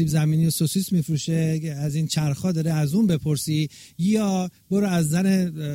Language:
Persian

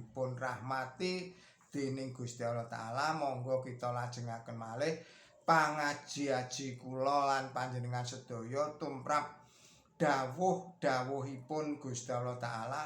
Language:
Javanese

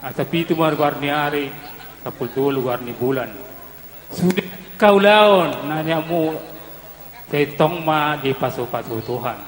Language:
Batak Toba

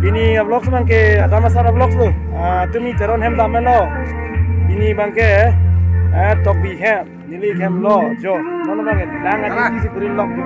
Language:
Karbi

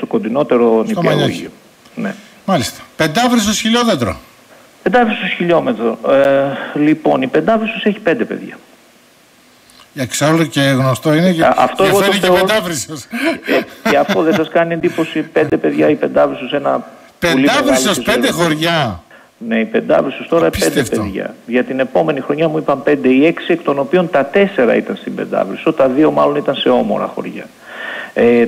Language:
Greek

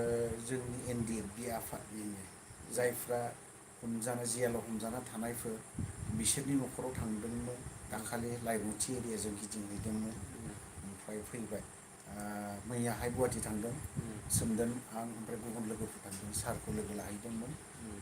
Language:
Bodo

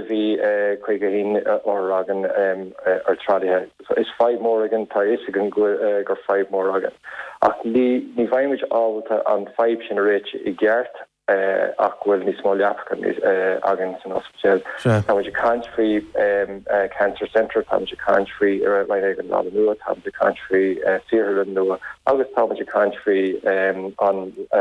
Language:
Irish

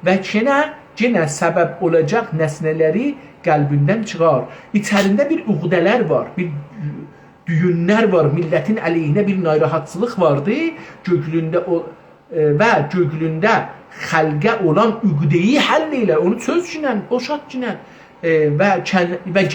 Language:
South Azerbaijani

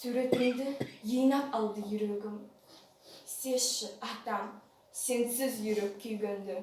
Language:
Nogai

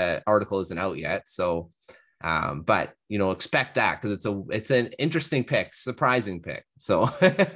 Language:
English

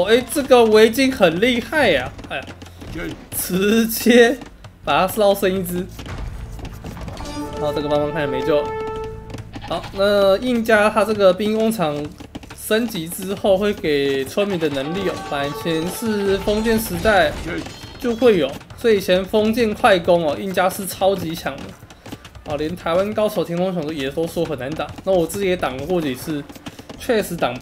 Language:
Chinese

